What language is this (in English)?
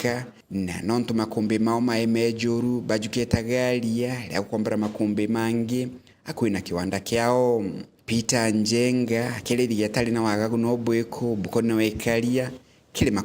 Meru